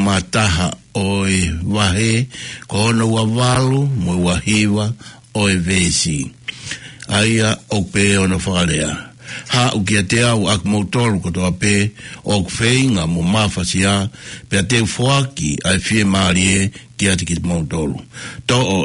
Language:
Tongan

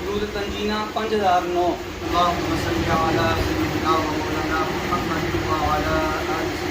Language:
Pahari-Potwari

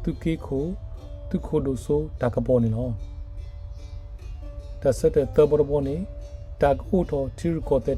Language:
S'gaw Karen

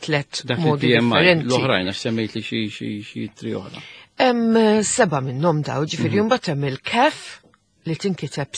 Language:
Maltese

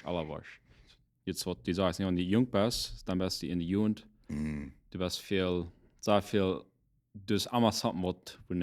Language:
Plautdietsch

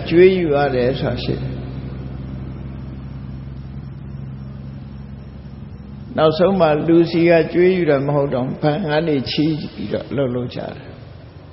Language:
Burmese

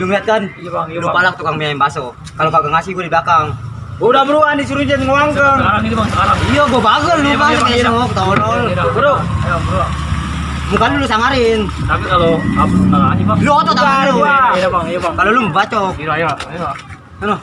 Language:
Betawi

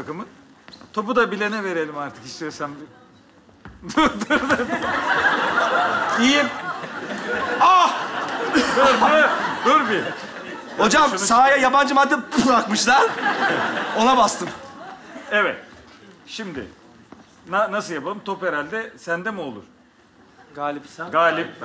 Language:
Turkish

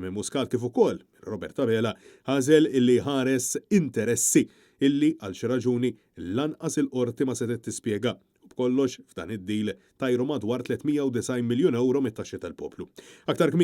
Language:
Maltese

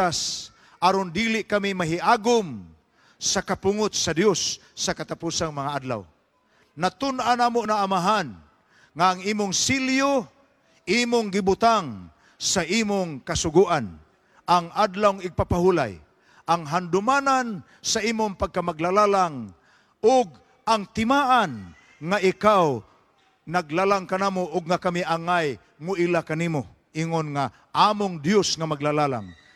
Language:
Cebuano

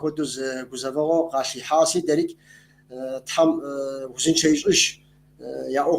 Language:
Kabardian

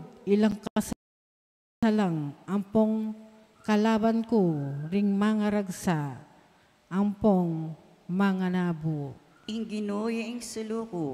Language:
Pampanga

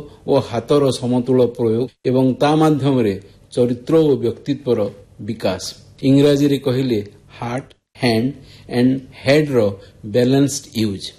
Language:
Odia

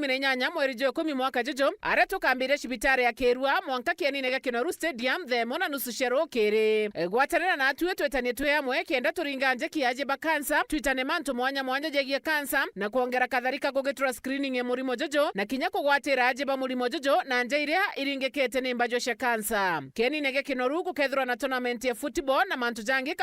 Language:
Meru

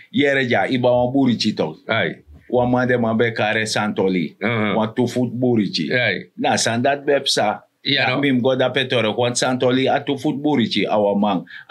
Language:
Sranan Tongo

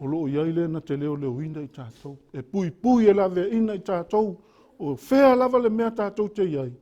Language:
Samoan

